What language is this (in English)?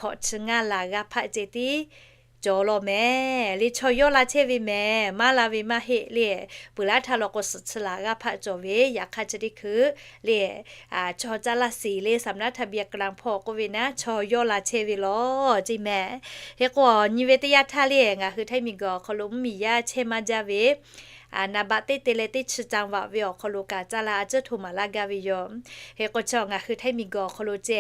Lahu